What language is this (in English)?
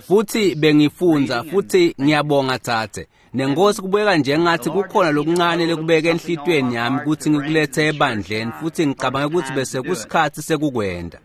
Swati